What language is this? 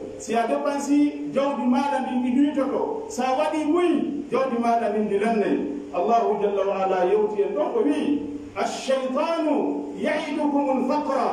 Pular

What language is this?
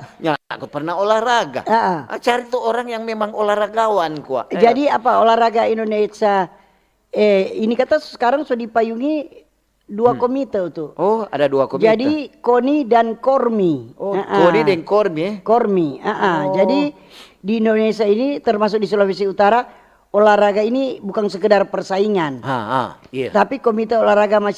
Manado Malay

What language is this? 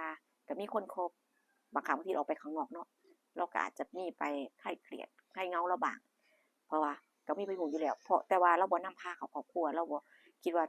Northeastern Thai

